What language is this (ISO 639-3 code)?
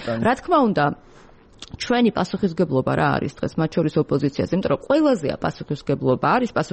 kat